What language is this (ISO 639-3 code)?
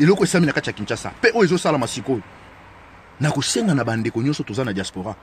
lin